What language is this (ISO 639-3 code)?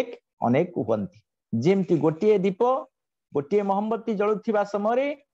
ori